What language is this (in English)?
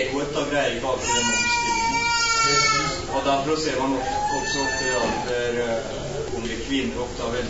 Norwegian